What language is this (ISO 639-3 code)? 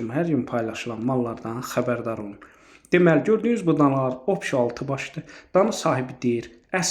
aze